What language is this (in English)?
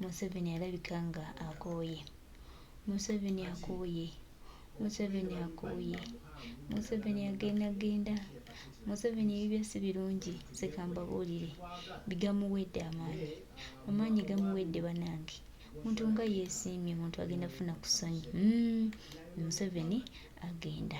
Ganda